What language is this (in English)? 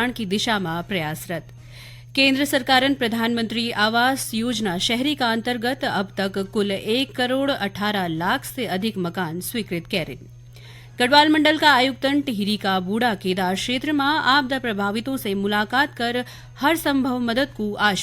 Garhwali